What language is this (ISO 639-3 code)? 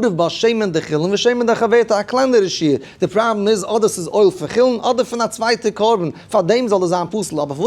yid